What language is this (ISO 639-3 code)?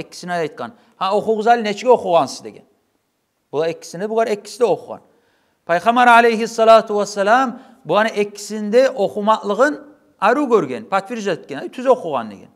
kum